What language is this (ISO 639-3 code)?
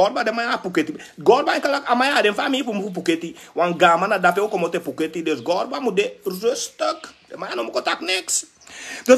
srn